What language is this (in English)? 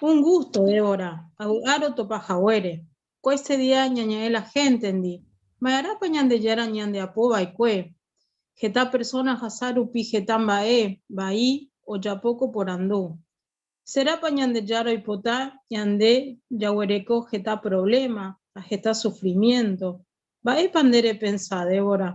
Guarani